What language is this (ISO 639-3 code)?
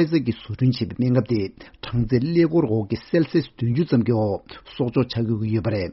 bod